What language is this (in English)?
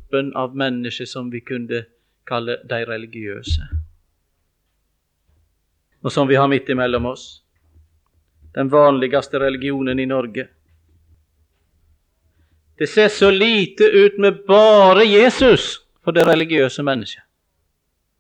Norwegian